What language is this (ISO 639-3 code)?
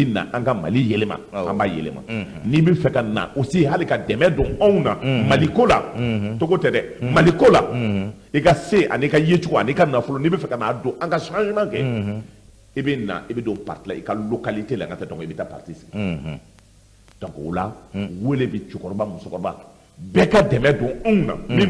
bam